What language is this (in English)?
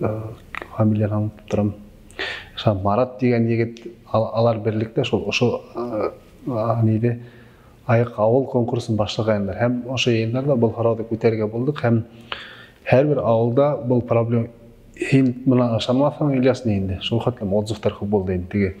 Bashkir